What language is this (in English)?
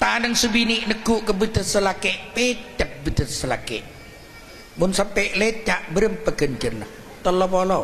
Madurese